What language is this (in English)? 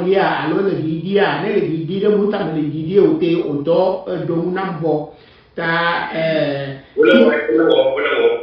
Ewe